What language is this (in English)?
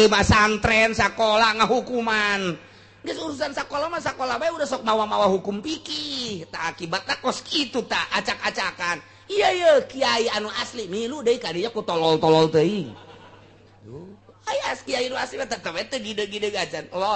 Sundanese